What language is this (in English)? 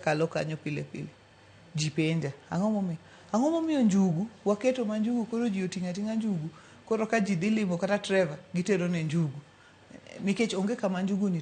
Luo (Kenya and Tanzania)